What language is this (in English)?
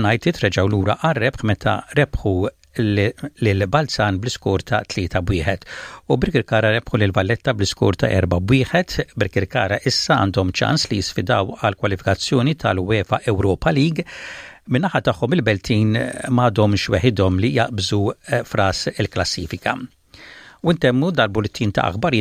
Maltese